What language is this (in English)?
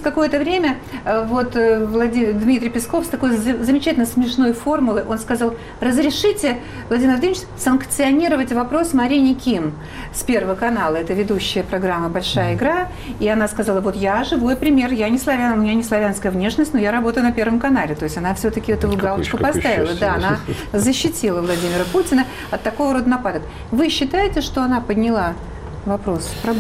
Russian